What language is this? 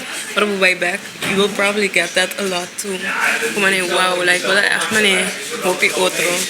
Papiamento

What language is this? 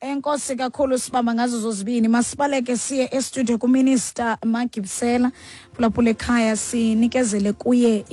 Xhosa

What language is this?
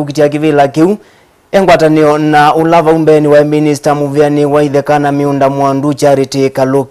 Kamba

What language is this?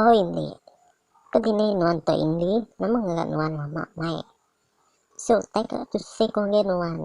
Iban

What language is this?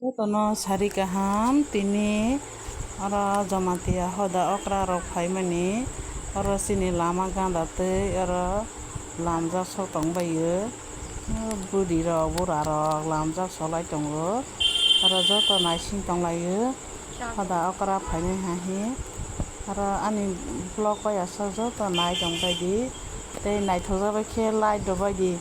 Kok Borok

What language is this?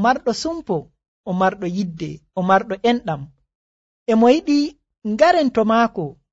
Nigerian Fulfulde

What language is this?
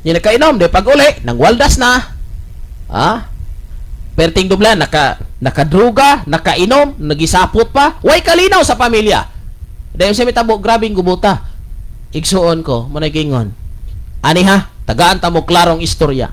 Cebuano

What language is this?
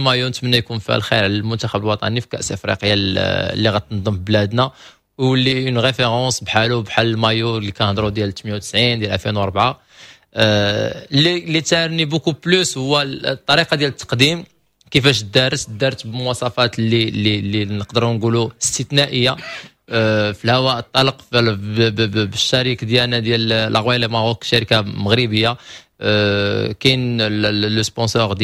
Moroccan Arabic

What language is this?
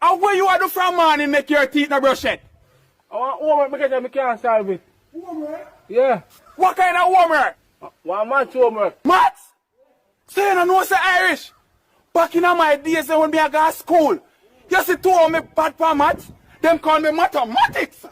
Jamaican Creole English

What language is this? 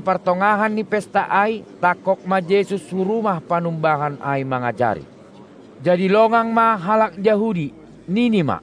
Batak Simalungun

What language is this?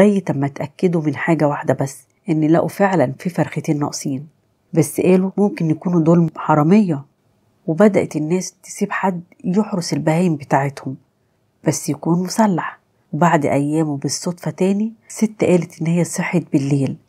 Egyptian Arabic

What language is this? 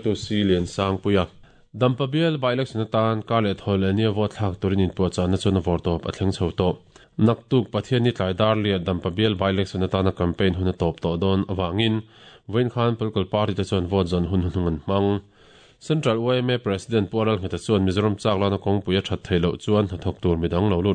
Mizo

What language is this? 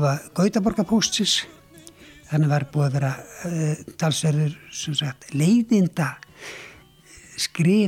Icelandic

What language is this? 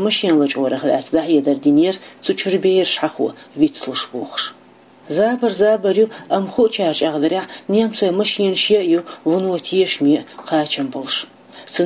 Chechen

